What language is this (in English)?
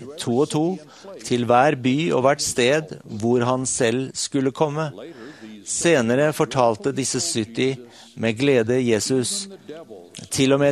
Norwegian